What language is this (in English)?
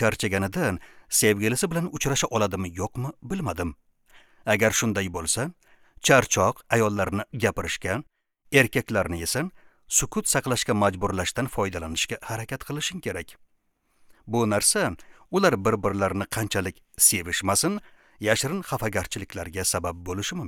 Uzbek